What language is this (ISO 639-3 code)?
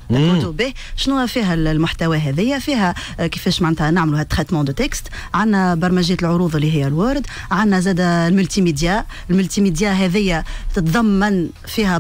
aeb